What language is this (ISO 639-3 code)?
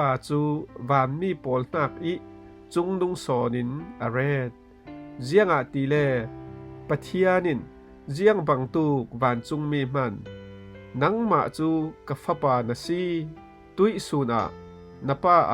cfm